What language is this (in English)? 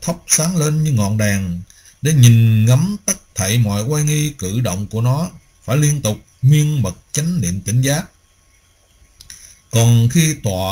Vietnamese